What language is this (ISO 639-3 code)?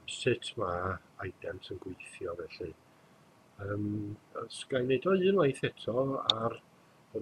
cym